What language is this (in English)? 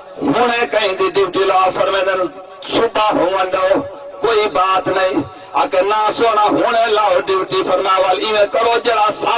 Saraiki